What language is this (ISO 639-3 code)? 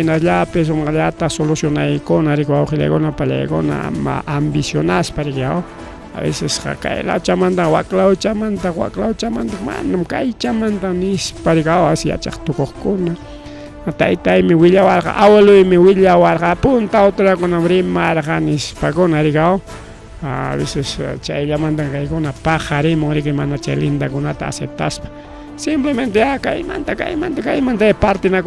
quy